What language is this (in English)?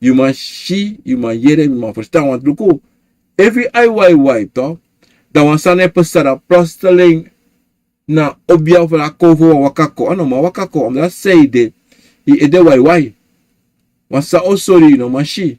Sranan Tongo